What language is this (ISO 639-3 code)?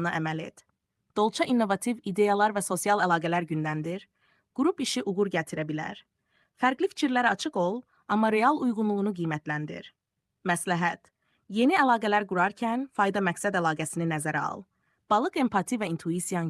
aze